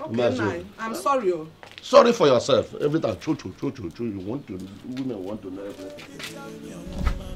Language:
Nigerian Pidgin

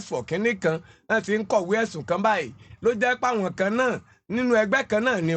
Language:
Yoruba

